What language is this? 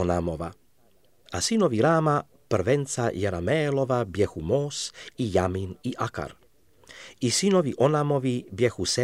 Croatian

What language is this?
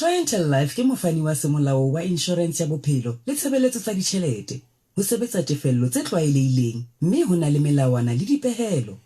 Southern Sotho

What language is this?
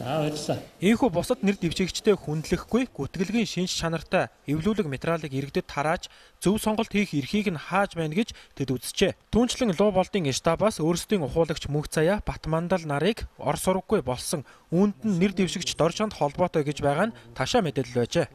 Mongolian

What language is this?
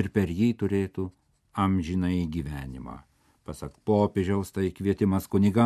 Lithuanian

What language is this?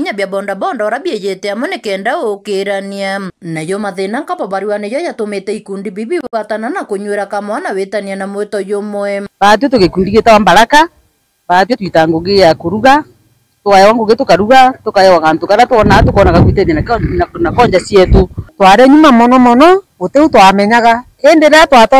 Meru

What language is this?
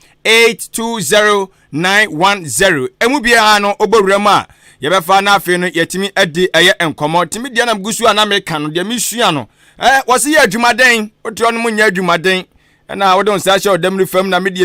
Akan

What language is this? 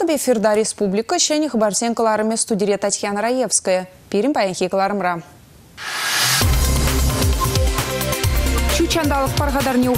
Chuvash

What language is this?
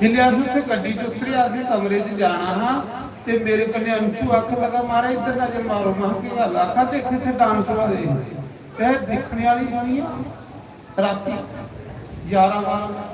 Dogri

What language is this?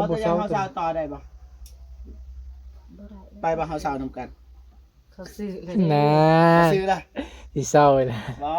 Northeastern Thai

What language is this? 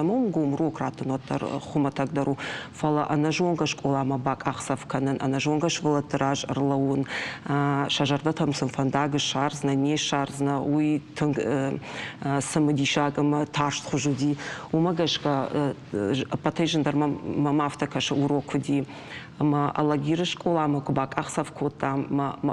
Ossetic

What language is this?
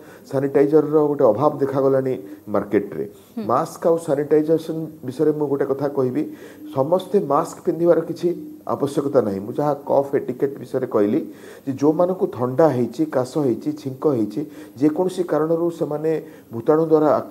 Odia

